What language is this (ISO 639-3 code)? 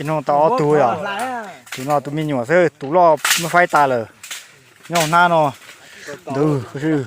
hmn